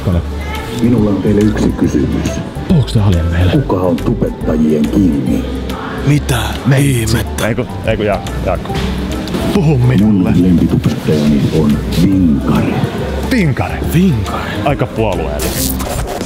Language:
Finnish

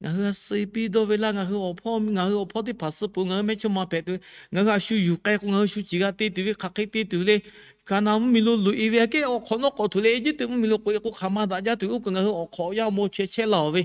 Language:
Lahu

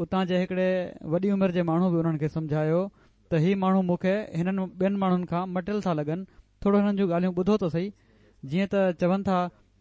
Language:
Sindhi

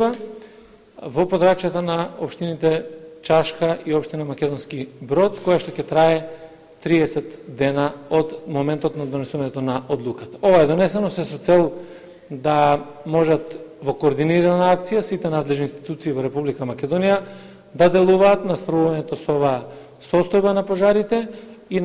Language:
Macedonian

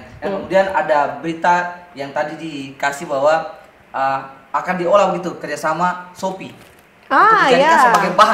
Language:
Ambonese Malay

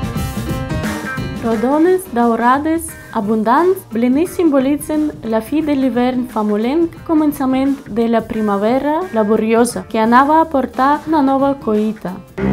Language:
Catalan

